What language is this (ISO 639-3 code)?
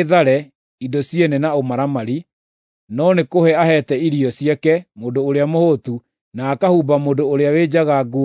kik